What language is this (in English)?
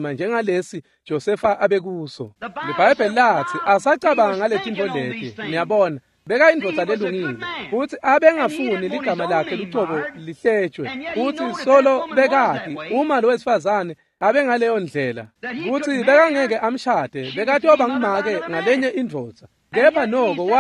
Swati